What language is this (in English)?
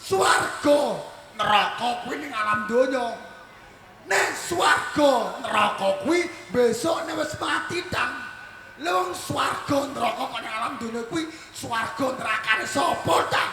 Javanese